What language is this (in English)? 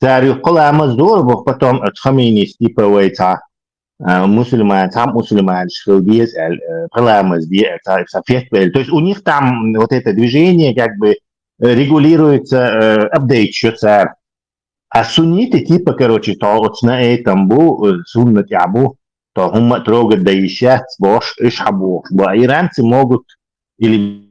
Chechen